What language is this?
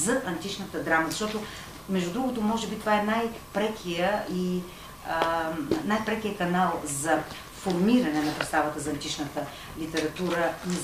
Bulgarian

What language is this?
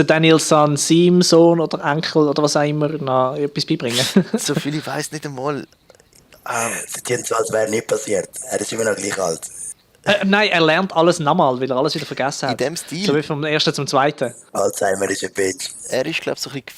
Swiss German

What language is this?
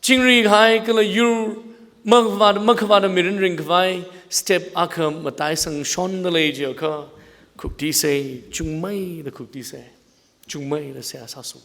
Tangkhul Naga (India)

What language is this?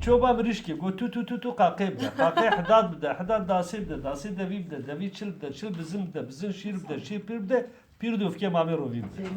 Kurdish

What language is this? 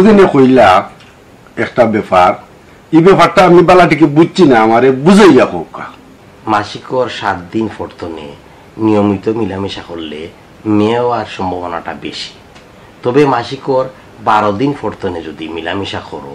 Sylheti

